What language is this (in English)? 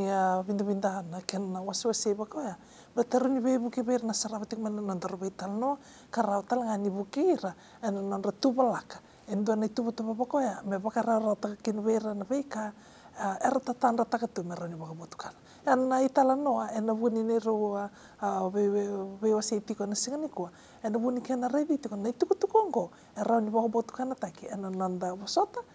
Fijian